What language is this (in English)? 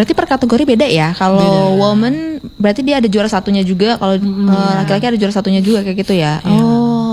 Indonesian